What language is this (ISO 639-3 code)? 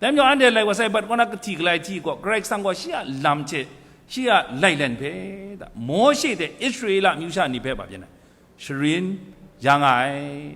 kac